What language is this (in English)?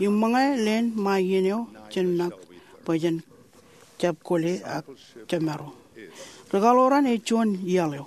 Marshallese